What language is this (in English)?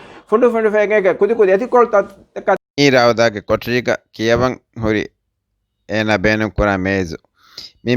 Divehi